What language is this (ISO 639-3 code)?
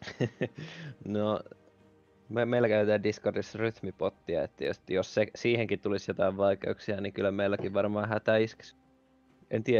fin